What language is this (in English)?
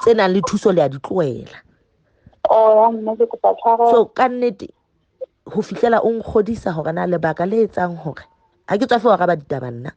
Southern Sotho